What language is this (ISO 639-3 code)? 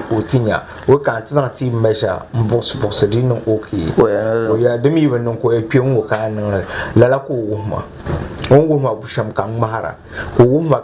dag